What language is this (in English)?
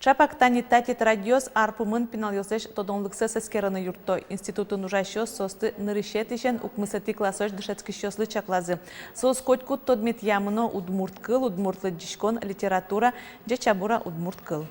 Udmurt